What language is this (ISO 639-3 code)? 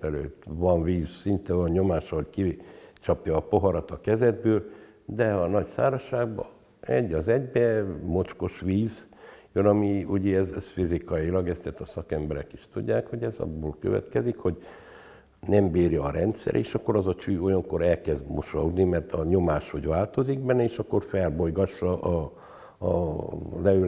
hun